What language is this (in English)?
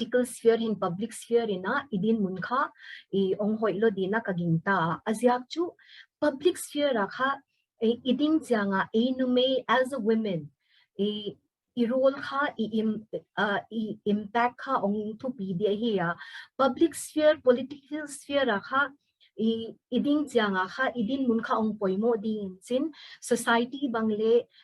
Paite Chin